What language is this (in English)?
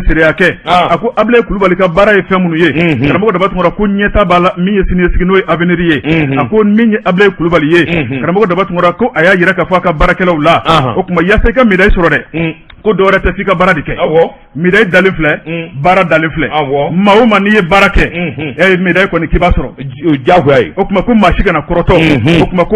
Bambara